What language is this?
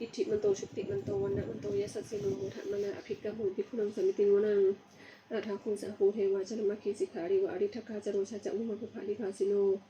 Pali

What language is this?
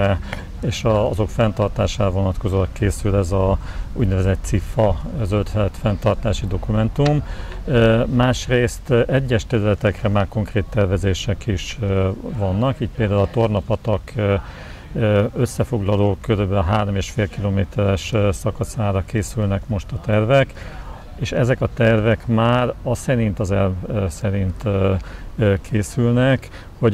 Hungarian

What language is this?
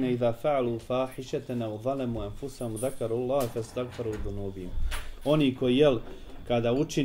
Bosnian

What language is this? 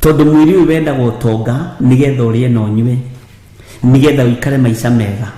Kikuyu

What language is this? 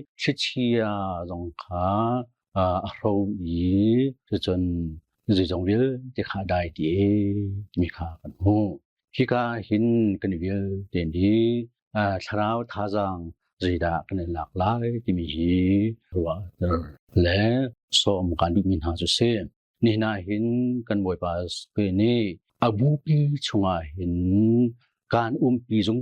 Hakha Chin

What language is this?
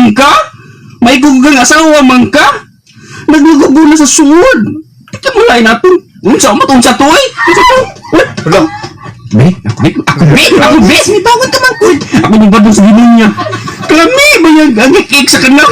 Cebuano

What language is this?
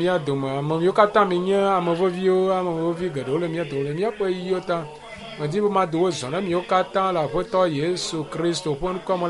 Ewe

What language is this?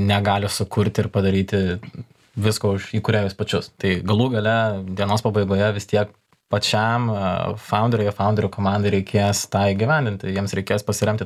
Lithuanian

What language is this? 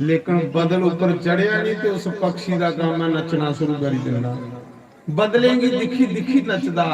Dogri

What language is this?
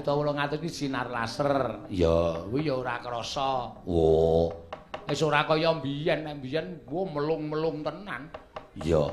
Javanese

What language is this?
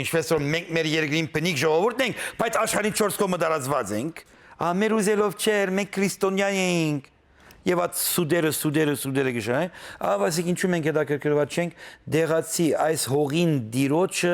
Western Armenian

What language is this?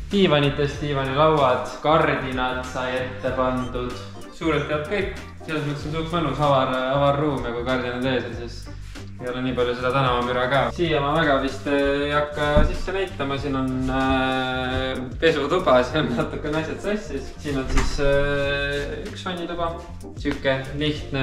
Estonian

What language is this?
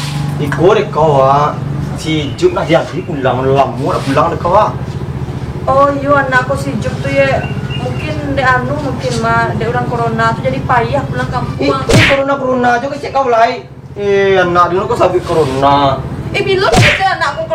Minangkabau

